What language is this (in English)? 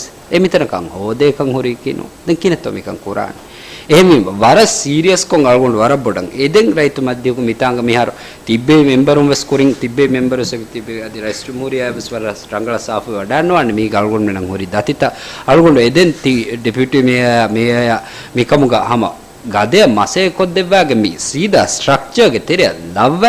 Divehi